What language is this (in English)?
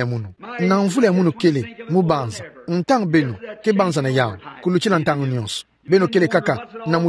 Kituba (Democratic Republic of Congo)